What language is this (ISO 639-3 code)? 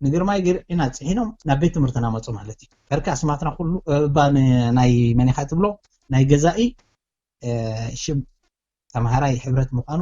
tir